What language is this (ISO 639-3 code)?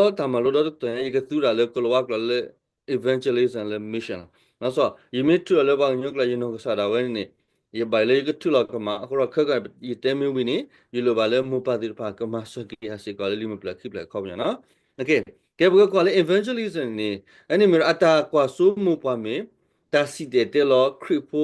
ksw